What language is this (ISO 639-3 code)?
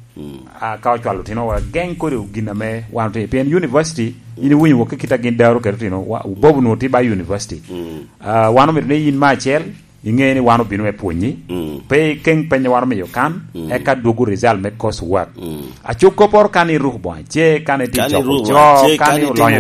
laj